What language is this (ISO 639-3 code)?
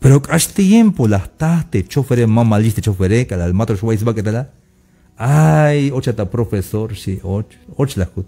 tzh